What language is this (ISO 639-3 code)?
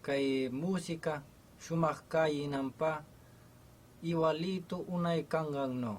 qvh